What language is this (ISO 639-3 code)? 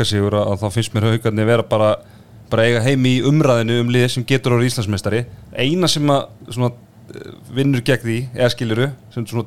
isl